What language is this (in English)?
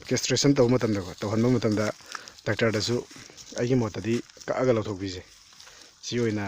Manipuri